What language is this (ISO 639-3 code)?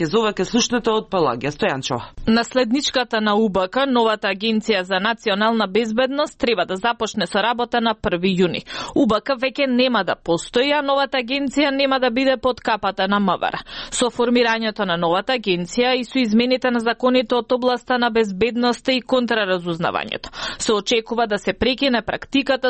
mkd